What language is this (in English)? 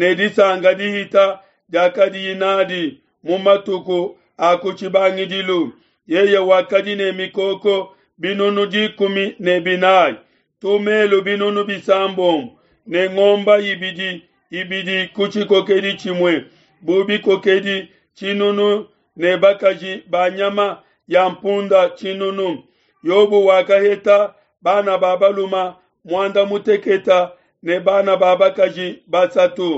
Luba-Lulua